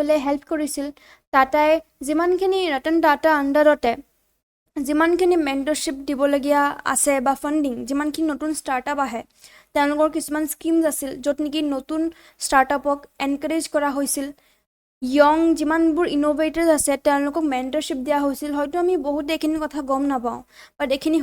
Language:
Assamese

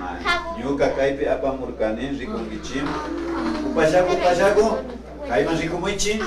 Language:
Imbabura Highland Quichua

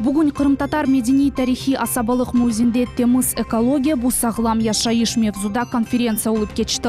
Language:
Crimean Tatar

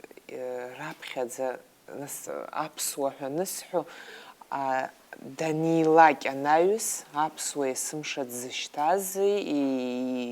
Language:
Abkhazian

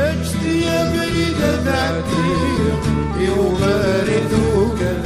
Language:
Kabyle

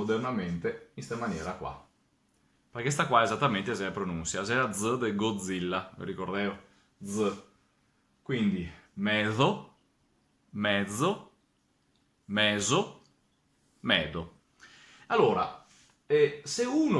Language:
Venetian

